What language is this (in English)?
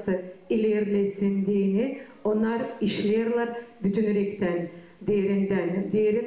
Gagauz